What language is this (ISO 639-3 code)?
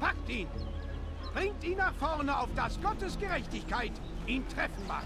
bar